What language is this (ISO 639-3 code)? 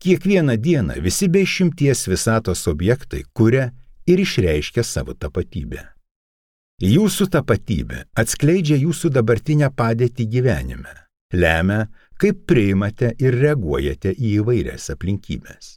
lit